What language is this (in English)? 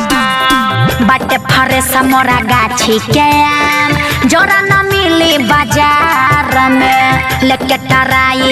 Bhojpuri